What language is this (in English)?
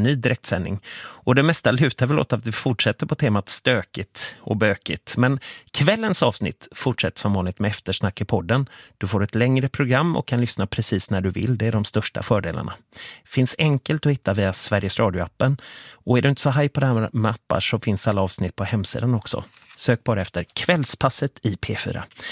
Swedish